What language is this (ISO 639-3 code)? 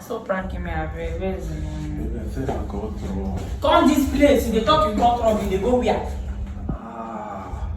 pcm